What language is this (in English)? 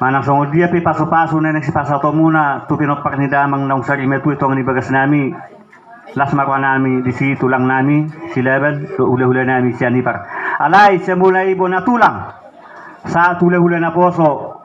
Batak Toba